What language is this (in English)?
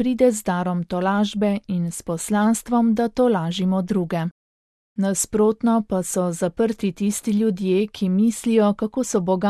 Slovenian